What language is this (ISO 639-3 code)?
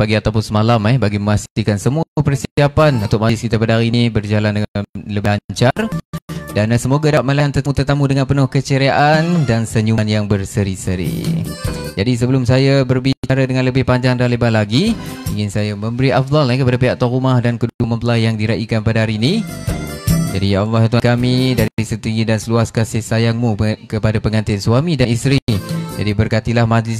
msa